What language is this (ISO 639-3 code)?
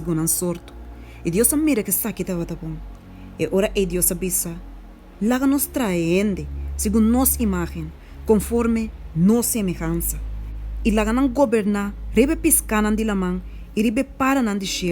pap